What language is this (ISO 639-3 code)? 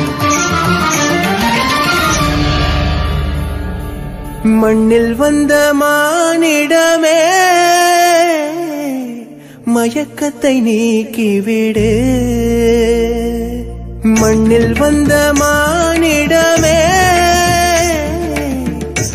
tam